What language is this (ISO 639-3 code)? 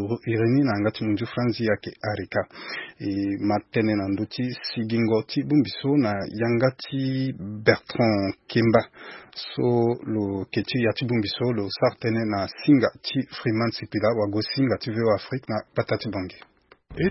sag